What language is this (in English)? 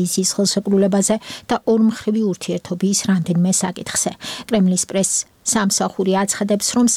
Georgian